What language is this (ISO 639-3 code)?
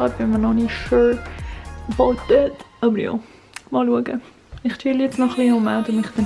gsw